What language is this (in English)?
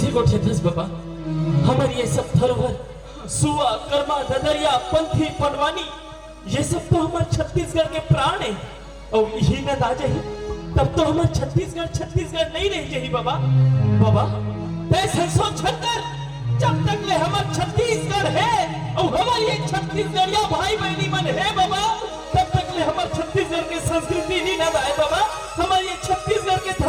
Chhattisgarhi